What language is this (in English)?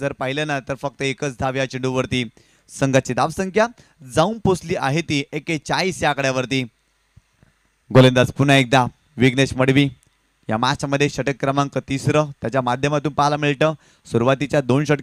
Marathi